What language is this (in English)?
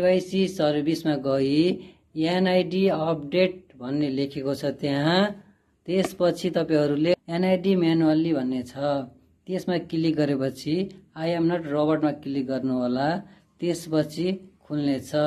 Nepali